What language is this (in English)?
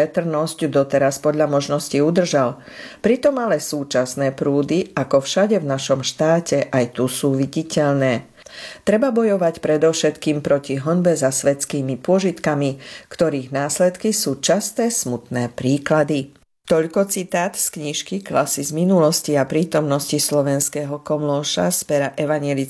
Slovak